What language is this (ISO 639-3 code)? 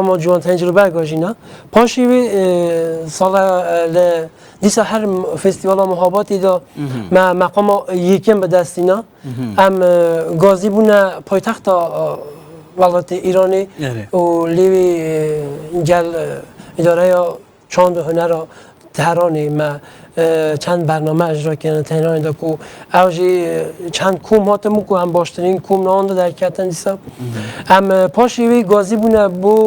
kur